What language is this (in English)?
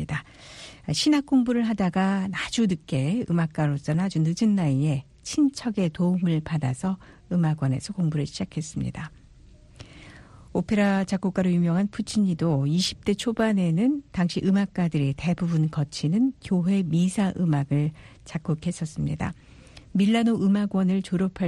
Korean